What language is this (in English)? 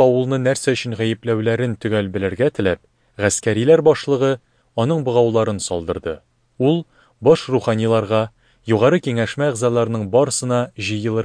Tatar